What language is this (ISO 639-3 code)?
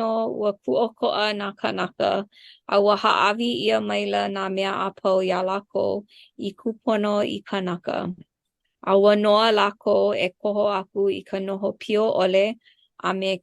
haw